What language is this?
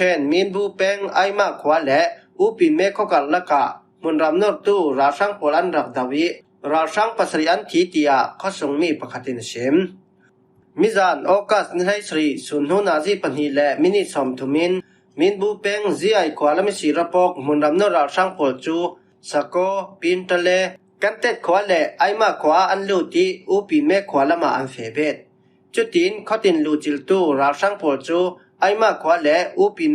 Falam Chin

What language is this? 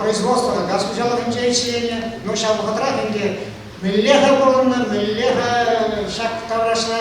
Chuvash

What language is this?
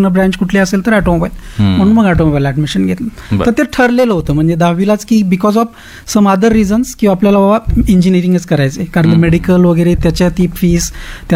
Marathi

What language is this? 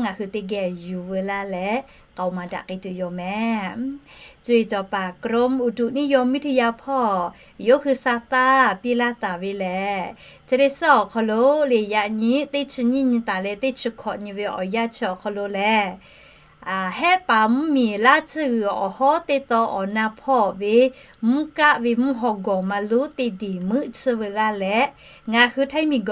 Lahu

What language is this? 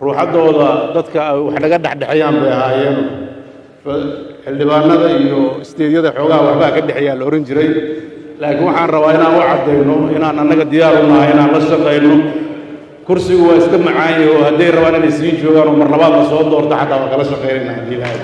Somali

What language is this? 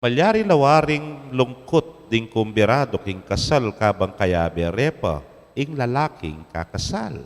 Pampanga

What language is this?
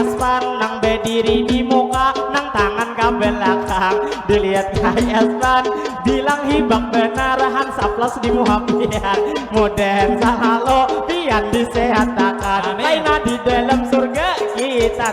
Banjar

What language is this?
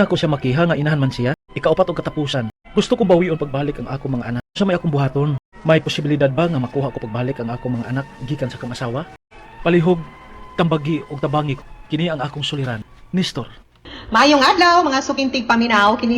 Cebuano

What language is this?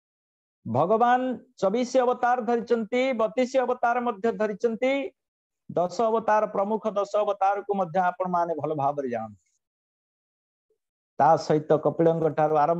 Odia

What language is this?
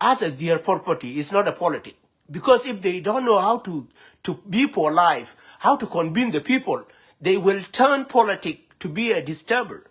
Nuer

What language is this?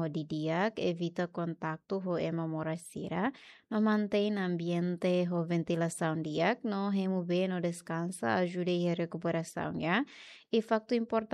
Tetum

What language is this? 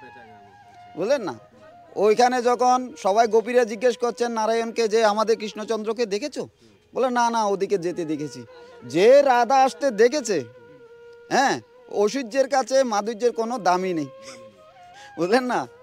Bangla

